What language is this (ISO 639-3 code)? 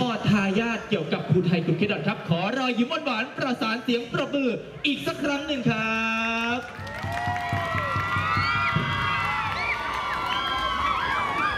tha